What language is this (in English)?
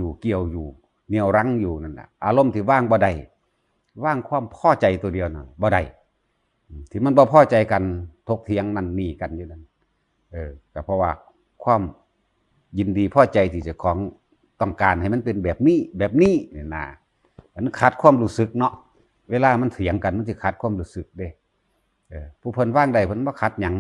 Northeastern Thai